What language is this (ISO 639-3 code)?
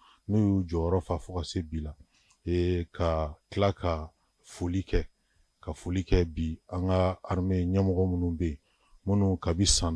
bam